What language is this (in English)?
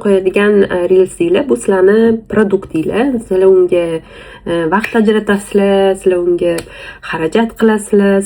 Uzbek